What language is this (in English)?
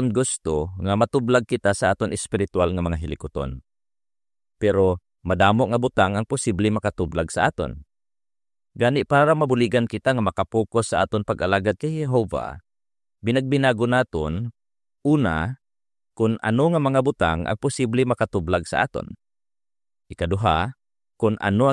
Hiligaynon